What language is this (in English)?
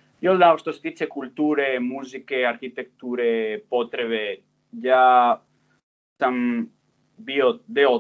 Serbian